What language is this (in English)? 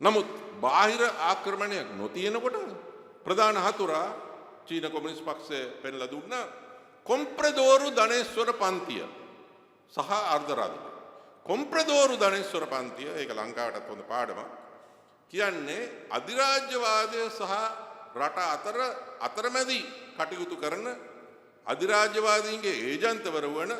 Sinhala